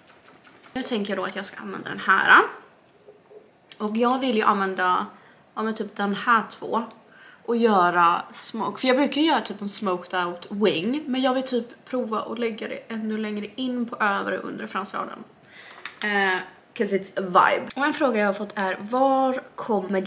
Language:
Swedish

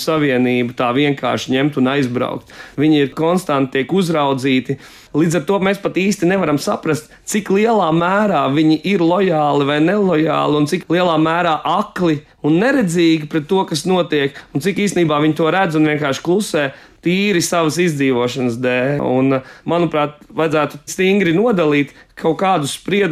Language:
Latvian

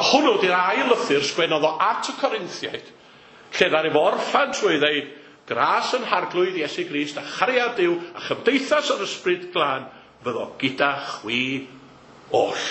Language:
Welsh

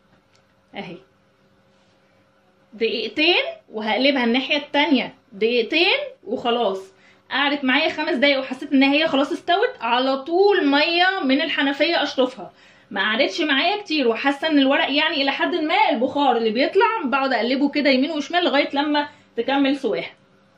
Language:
Egyptian Arabic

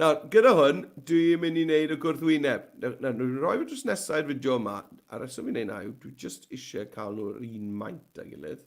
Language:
Welsh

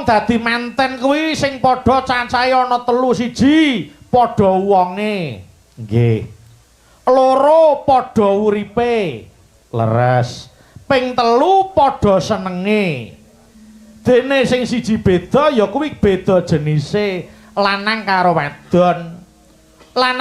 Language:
Javanese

